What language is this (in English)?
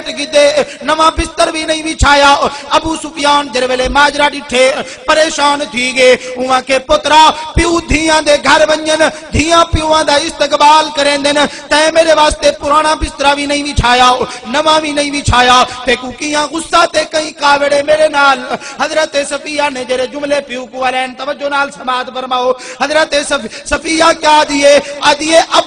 Saraiki